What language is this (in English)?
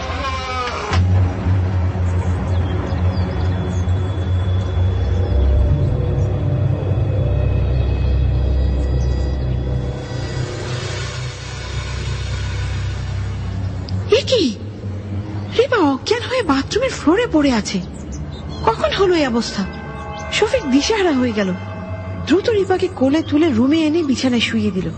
Bangla